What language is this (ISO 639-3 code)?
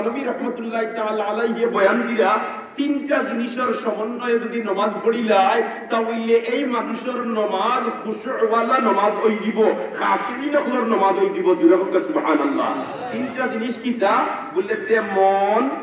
syl